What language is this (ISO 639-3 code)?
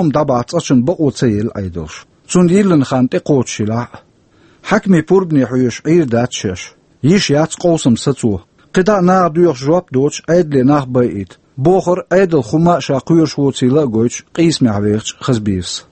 che